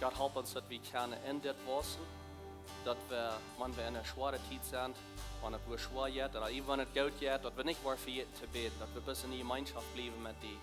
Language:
Plautdietsch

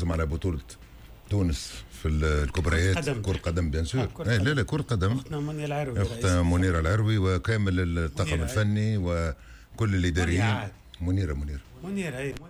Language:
Tunisian Arabic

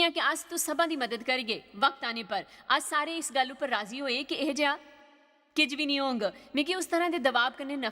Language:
Dogri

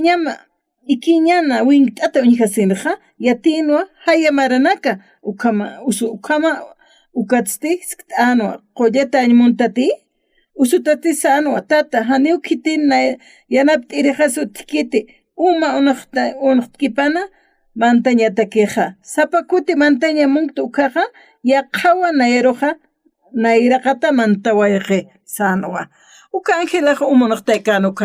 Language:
Aymara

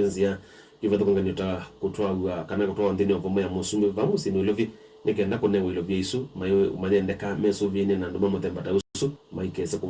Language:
Kamba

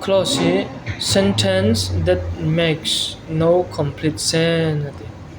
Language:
Falam Chin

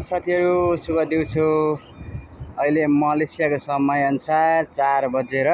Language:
Nepali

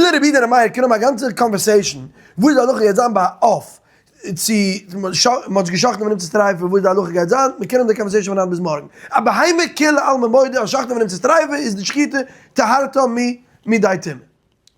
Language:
Yiddish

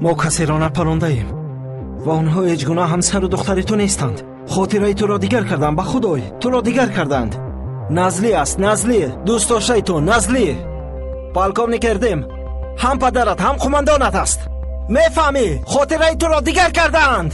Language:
Tajik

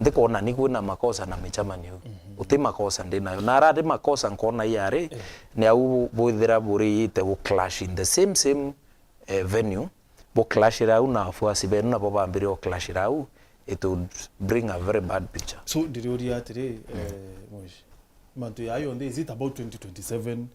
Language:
Meru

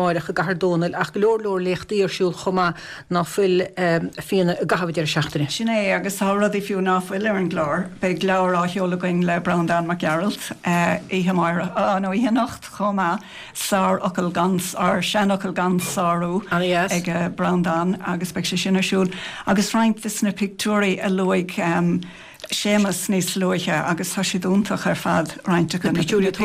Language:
Irish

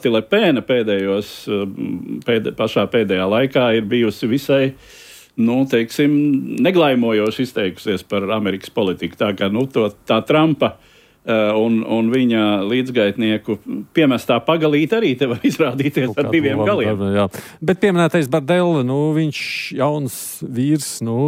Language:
Latvian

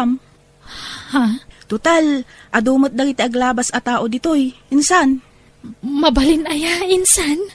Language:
Iloko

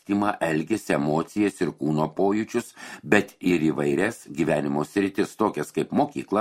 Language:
Lithuanian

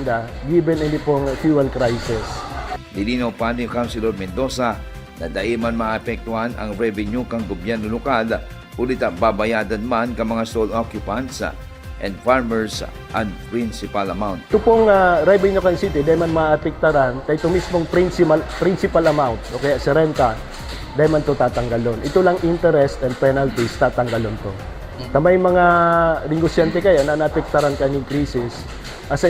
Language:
Bikol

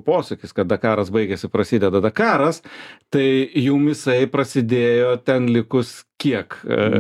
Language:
Lithuanian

